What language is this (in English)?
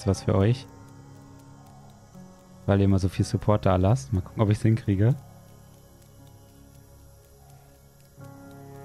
German